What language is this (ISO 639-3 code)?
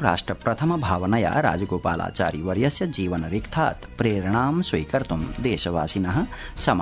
san